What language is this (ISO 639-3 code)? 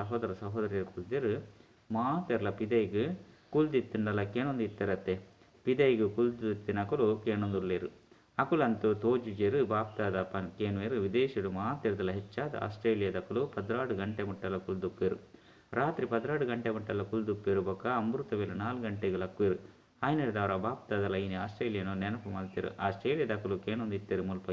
tcy